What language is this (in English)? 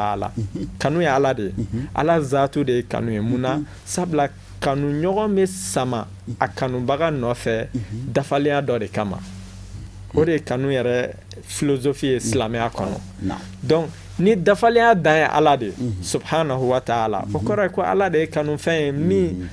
Bambara